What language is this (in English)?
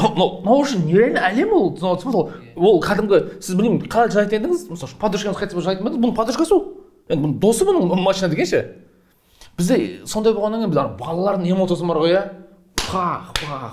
Kazakh